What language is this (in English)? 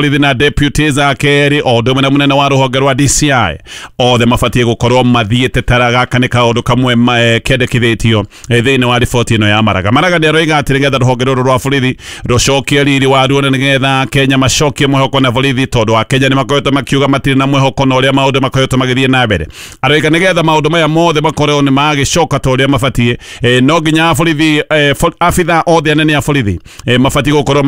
Kikuyu